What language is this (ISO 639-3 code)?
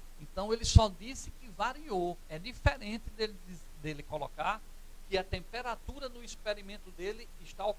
por